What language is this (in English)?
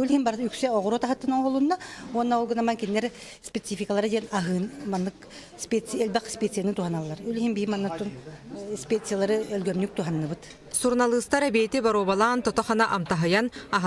Yakut